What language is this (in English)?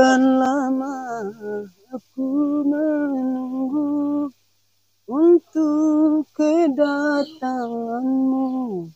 Minangkabau